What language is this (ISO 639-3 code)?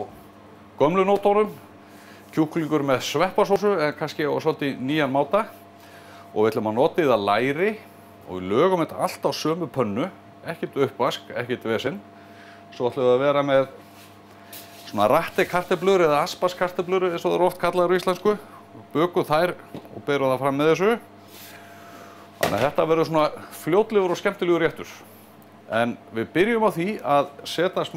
isl